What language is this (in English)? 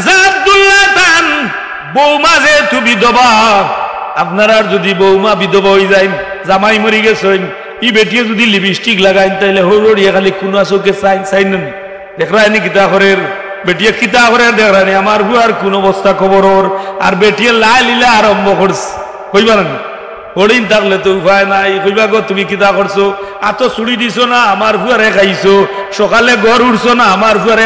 Sylheti